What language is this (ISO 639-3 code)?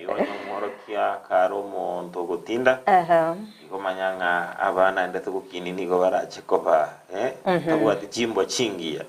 guz